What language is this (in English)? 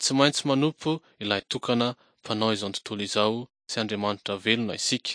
Malagasy